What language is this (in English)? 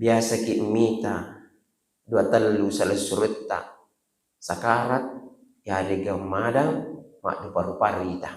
Buginese